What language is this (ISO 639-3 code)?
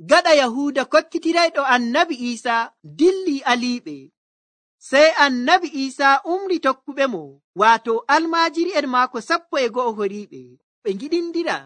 fuv